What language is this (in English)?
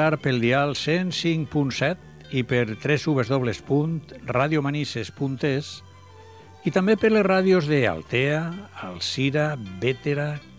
Catalan